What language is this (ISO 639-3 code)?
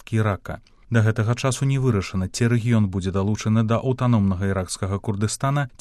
bel